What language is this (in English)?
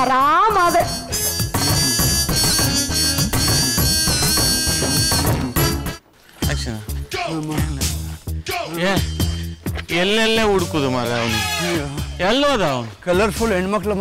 Kannada